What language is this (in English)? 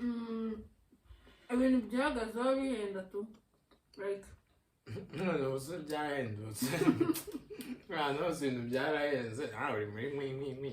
Kinyarwanda